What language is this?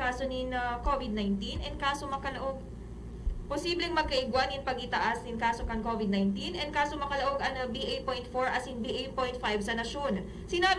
Bikol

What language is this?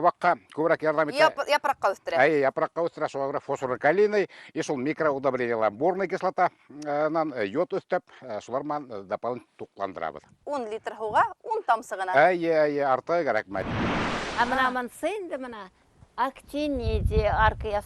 Bashkir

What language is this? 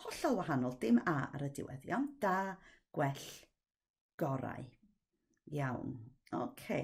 Welsh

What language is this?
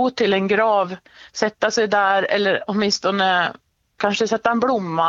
Swedish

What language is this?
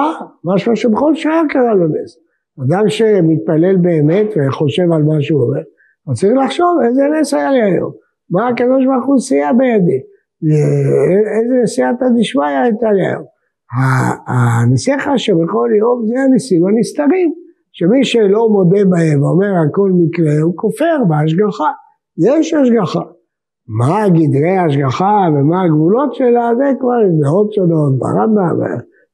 Hebrew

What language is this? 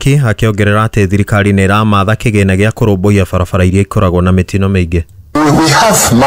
Kikuyu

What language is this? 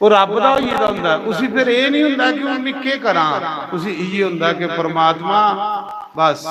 Dogri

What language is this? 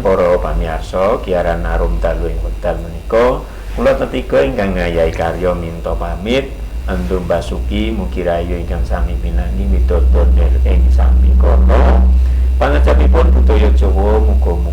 Javanese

